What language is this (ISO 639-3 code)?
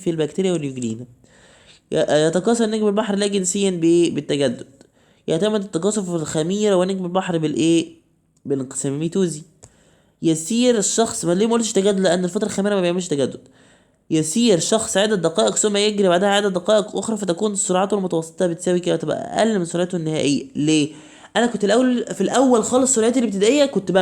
arz